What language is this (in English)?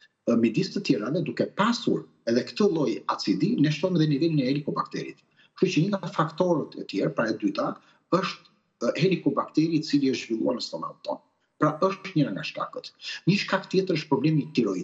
Albanian